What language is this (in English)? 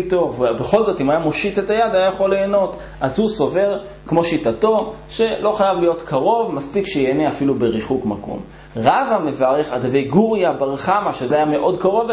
Hebrew